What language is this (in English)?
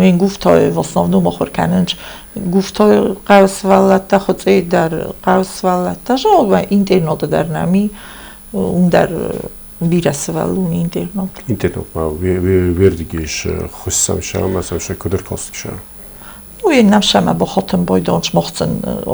Ossetic